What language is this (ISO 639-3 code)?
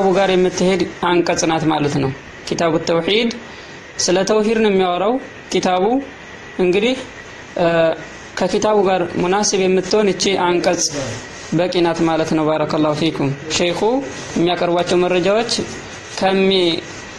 amh